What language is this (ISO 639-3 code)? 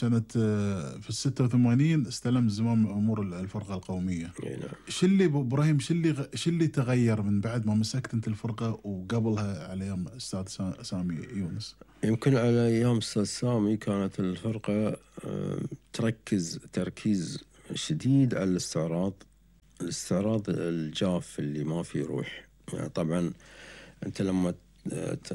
afb